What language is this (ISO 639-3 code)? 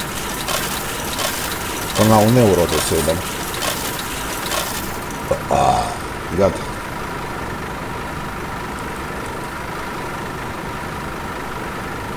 ron